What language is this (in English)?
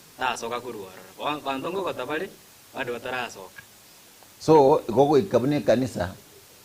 Gusii